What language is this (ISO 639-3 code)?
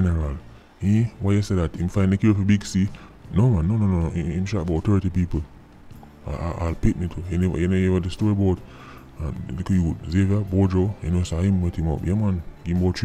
jam